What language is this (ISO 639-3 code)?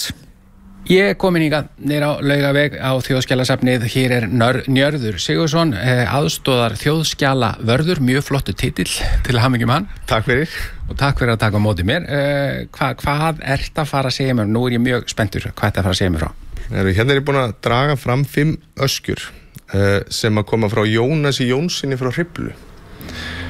isl